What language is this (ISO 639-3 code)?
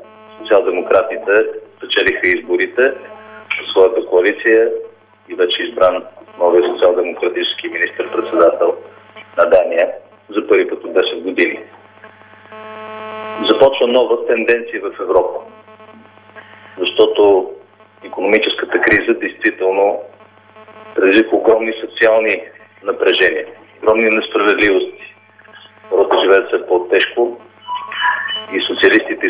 bul